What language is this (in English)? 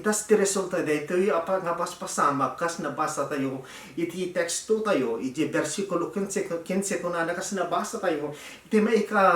Iloko